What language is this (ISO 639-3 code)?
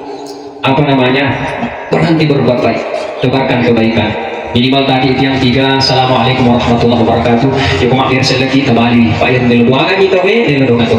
bug